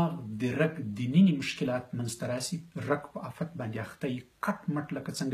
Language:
Pashto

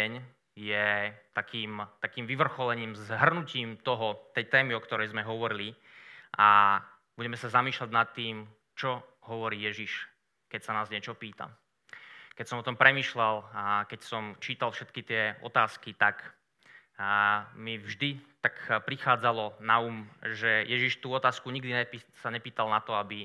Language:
Slovak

